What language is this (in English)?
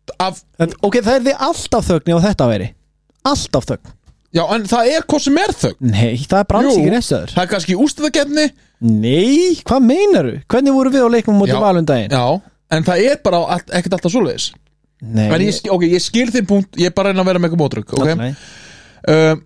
Icelandic